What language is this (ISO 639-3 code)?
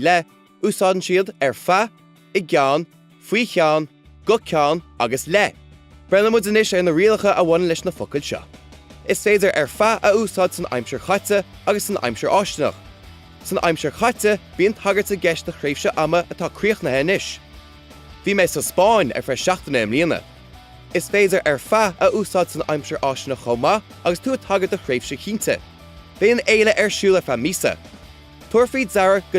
gle